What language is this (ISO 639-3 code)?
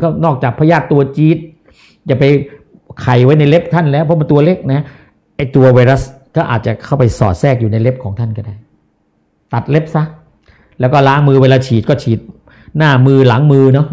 tha